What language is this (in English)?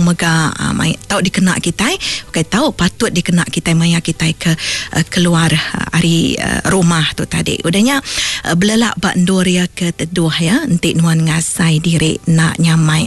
Iban